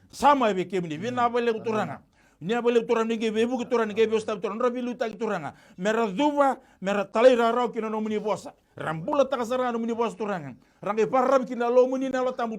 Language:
Fijian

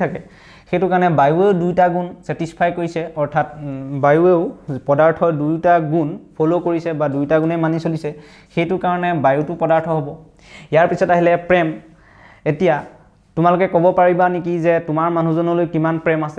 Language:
Assamese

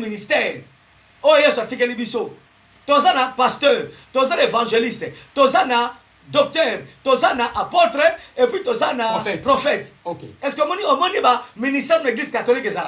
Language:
Lingala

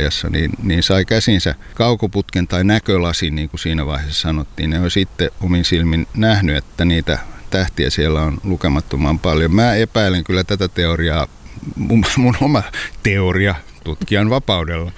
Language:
Finnish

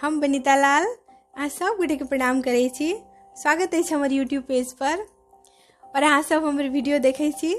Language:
Maithili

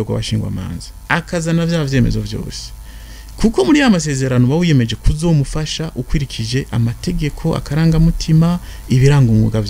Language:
Rundi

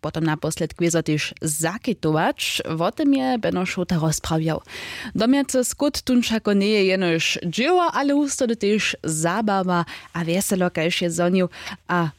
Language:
Upper Sorbian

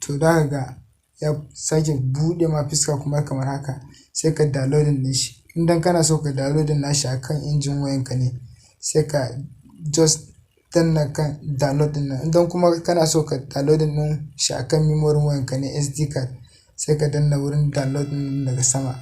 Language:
Hausa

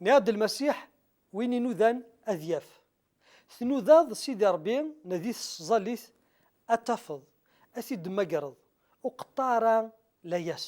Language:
Kabyle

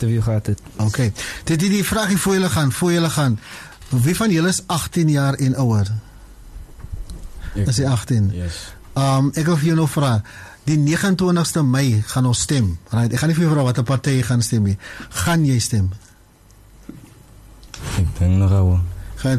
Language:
Afrikaans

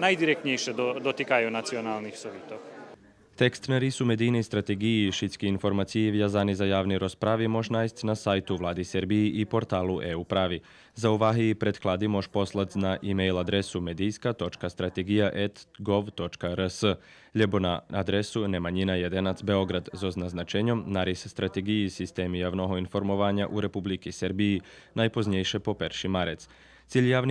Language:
Rusyn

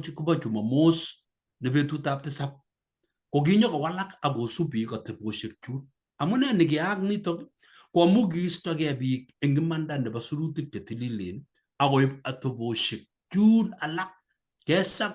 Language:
Kalenjin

